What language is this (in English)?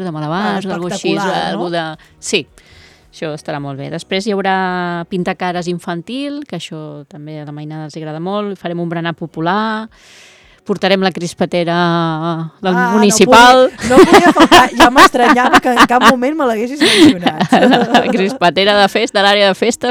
Catalan